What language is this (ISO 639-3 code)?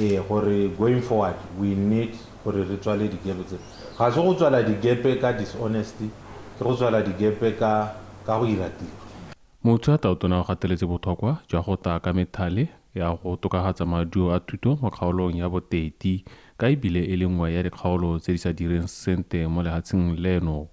tsn